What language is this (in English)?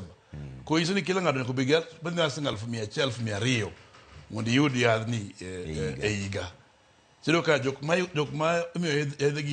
Luo (Kenya and Tanzania)